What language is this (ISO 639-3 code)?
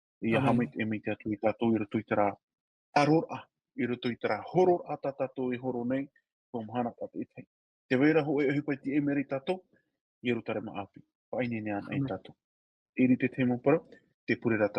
tah